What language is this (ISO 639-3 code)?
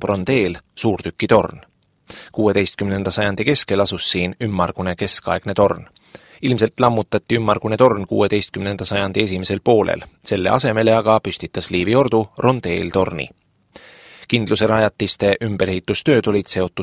est